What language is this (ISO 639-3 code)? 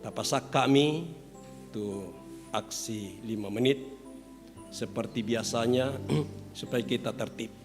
sda